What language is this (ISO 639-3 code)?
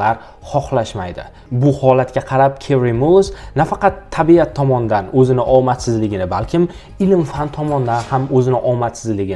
uzb